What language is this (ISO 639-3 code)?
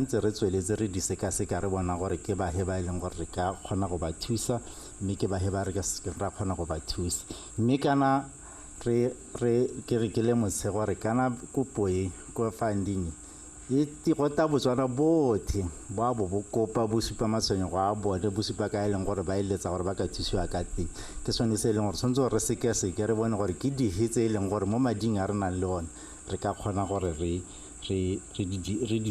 tsn